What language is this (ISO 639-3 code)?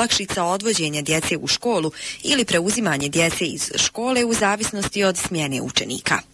bos